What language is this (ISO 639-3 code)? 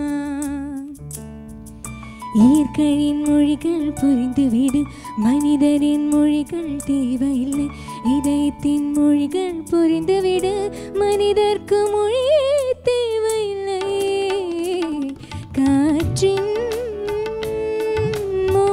tam